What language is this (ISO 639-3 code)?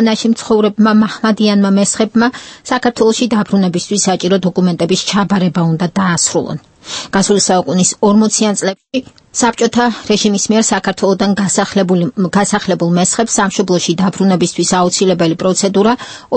kat